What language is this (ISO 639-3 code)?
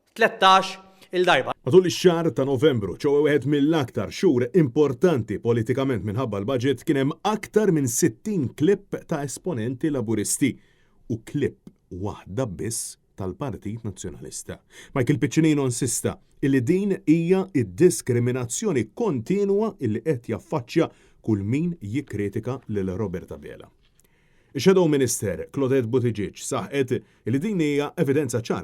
mlt